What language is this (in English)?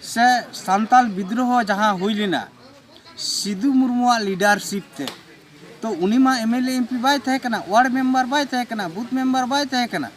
Santali